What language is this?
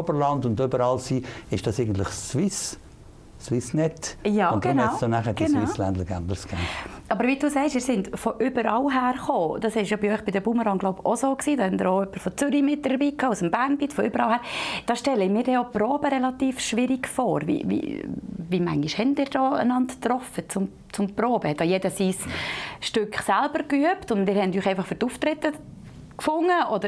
Swiss German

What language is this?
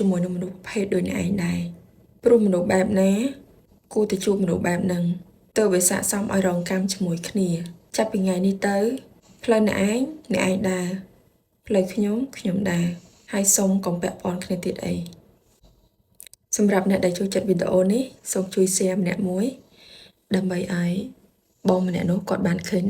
Khmer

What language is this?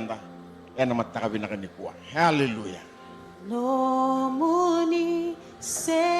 Fijian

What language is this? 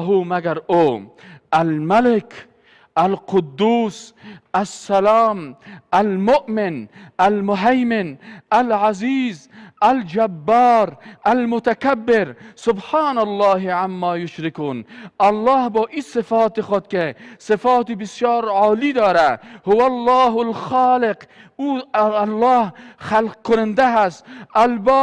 Persian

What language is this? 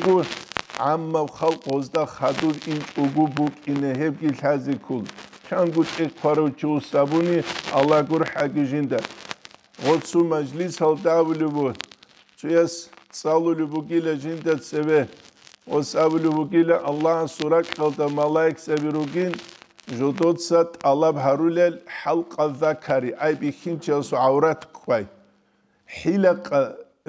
Avaric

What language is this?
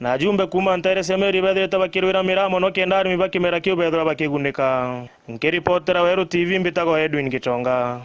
Meru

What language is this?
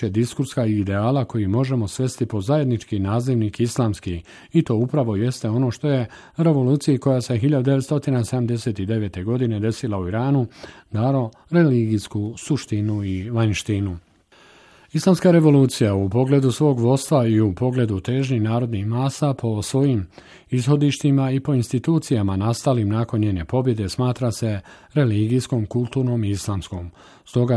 Bosnian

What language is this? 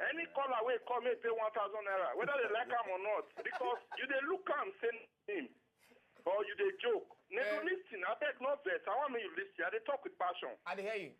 Nigerian Pidgin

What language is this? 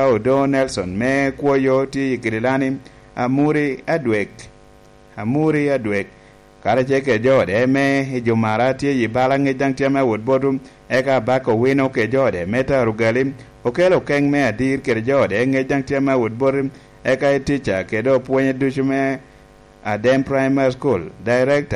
Lango (Uganda)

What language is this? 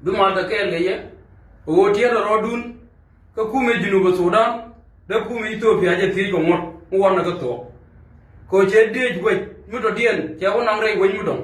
Nuer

